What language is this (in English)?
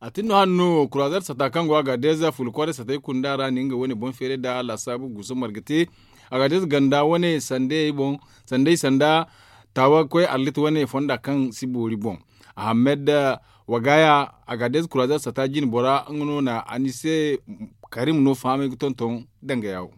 Zarma